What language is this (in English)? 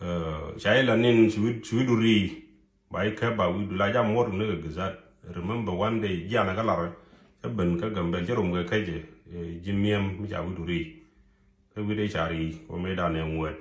Nuer